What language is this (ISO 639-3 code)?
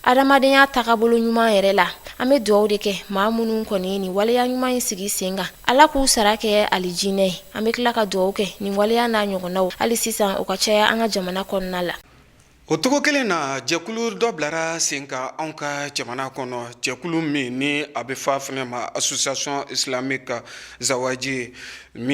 bam